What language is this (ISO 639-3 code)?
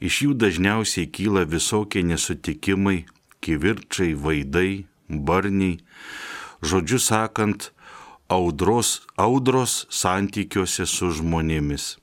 lit